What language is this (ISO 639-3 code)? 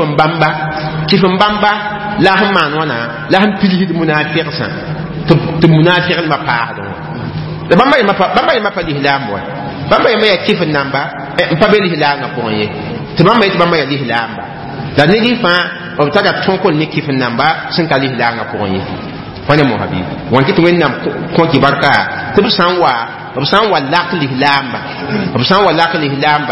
mos